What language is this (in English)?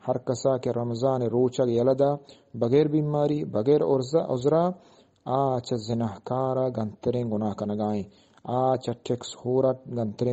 Eastern Balochi